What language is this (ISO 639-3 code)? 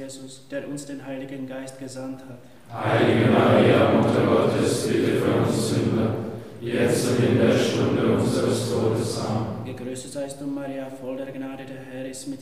deu